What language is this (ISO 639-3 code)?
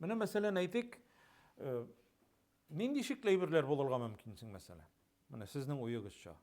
tat